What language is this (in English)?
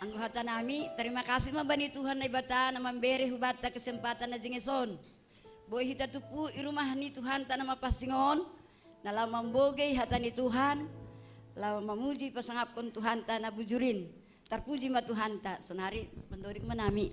Batak Simalungun